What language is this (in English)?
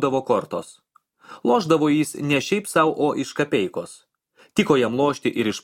Lithuanian